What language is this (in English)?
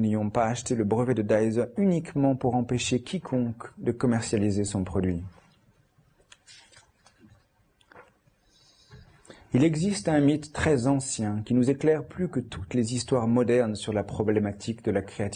French